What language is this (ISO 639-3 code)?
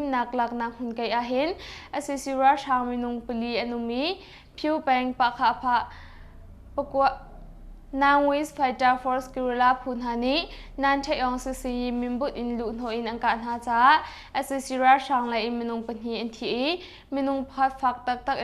cnh